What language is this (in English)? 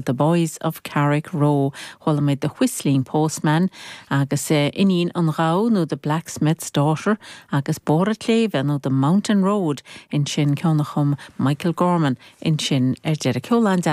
Irish